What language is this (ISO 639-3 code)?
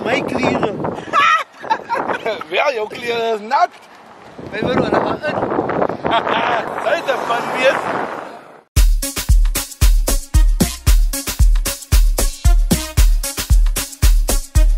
afr